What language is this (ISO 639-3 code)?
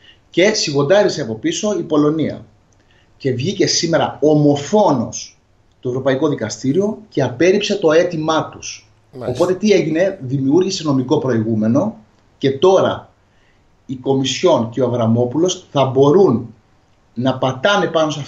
ell